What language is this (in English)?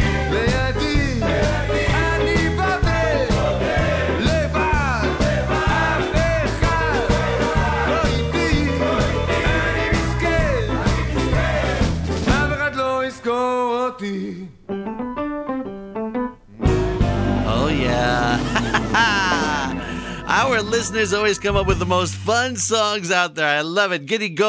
Hebrew